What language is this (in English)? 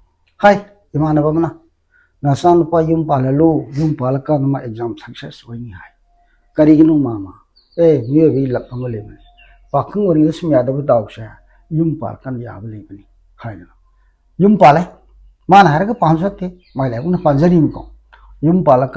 Manipuri